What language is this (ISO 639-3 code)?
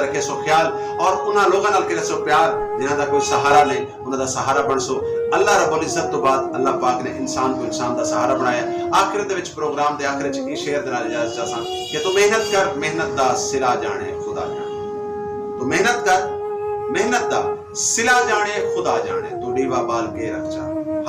skr